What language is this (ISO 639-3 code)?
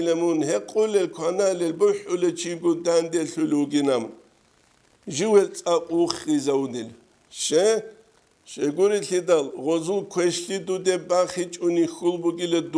ava